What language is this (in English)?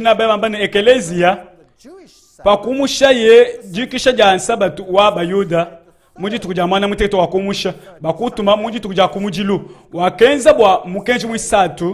Luba-Lulua